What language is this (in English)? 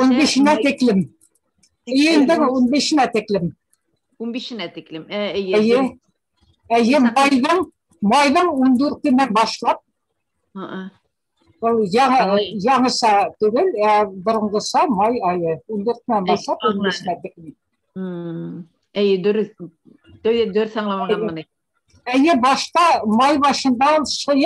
Bashkir